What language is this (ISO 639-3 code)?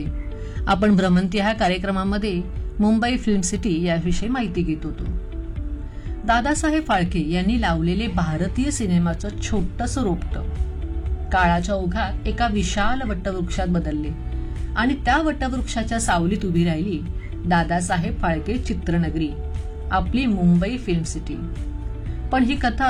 mar